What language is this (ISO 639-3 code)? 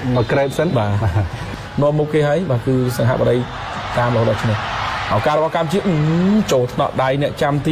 khm